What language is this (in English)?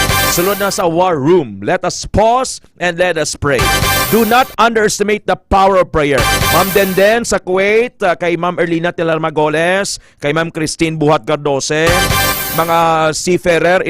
Hiligaynon